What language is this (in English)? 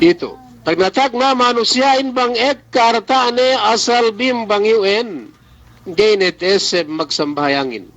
Yakan